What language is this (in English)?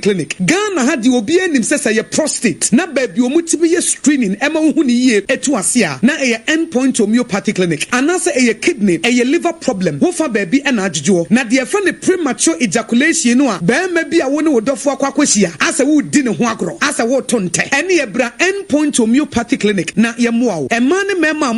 Akan